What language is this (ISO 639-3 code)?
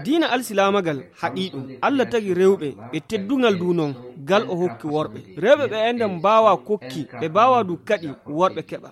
fuv